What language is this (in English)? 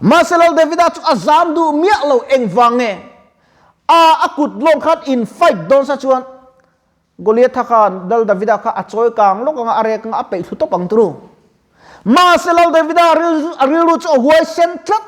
Mizo